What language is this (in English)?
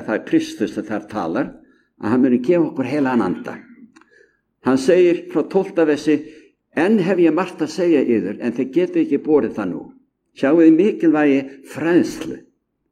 Icelandic